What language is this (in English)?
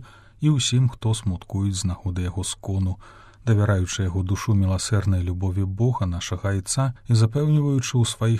Belarusian